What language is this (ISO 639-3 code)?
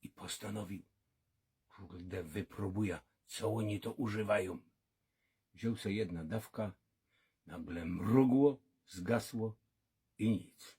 szl